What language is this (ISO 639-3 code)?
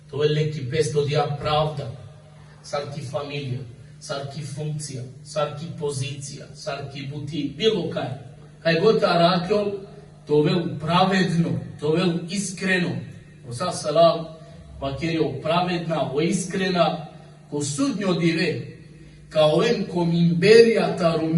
rmn